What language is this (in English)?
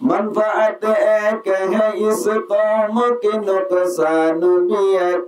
Rohingya